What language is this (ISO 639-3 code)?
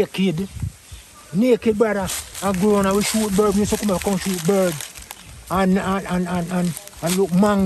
jam